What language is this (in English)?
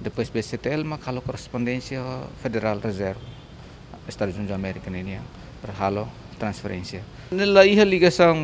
Tetum